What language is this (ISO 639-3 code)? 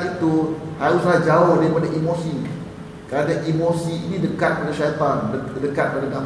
msa